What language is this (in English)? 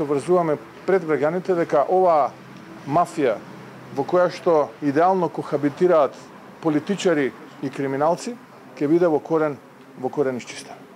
Macedonian